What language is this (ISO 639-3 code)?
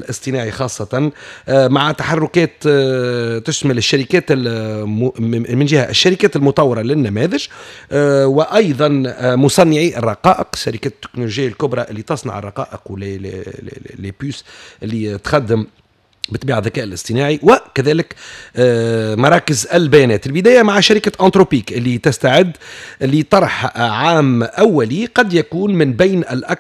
aeb